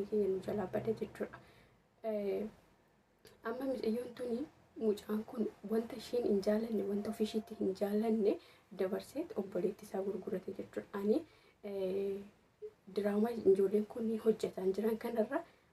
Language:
Oromo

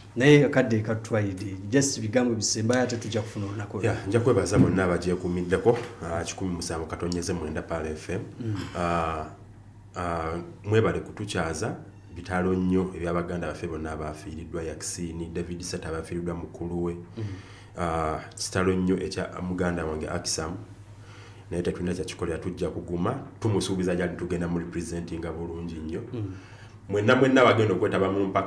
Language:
Ganda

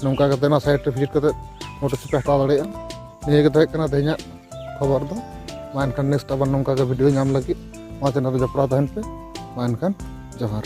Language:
Santali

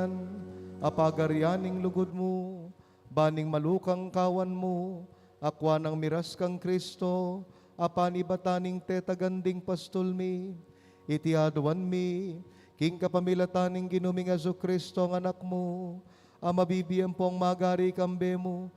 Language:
Pampanga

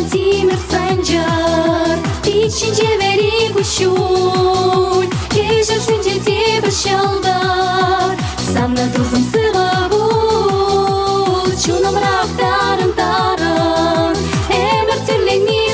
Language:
Chuvash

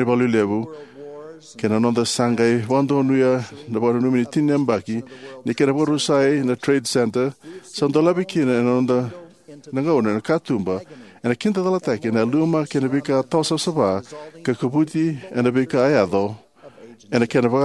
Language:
Fijian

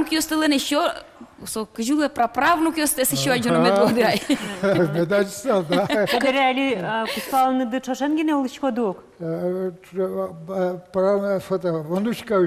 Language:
Udmurt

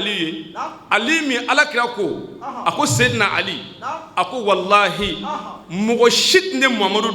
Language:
Bambara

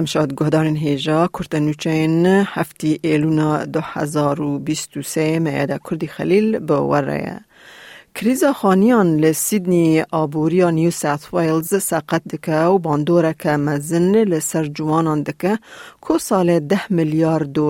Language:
Kurdish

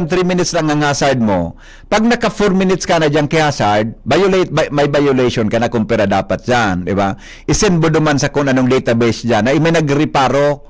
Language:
Bikol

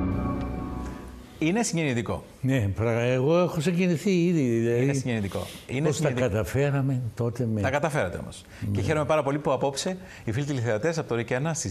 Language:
Greek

